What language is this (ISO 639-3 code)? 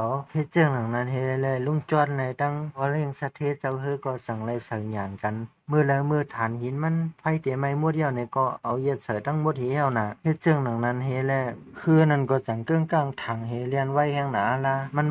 shn